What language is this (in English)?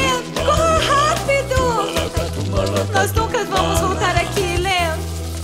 Portuguese